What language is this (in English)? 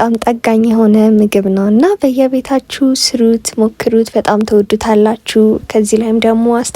Amharic